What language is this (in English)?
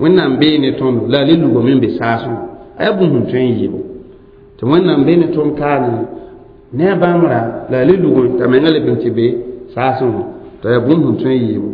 Mossi